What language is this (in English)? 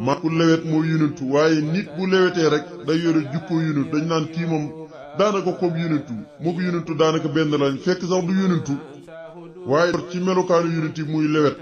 Wolof